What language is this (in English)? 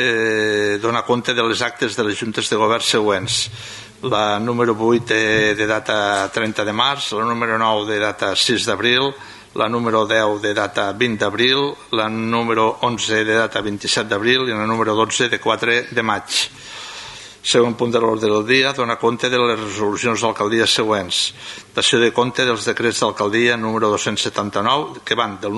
Catalan